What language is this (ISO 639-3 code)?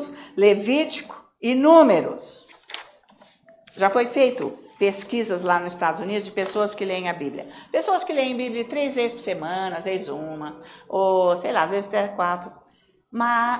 por